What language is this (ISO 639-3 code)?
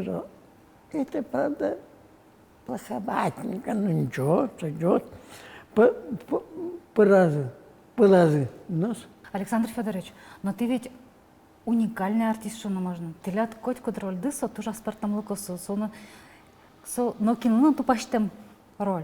udm